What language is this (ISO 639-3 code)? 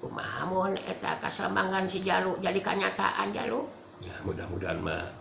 sun